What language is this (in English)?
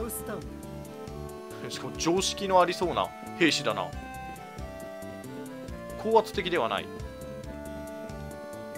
Japanese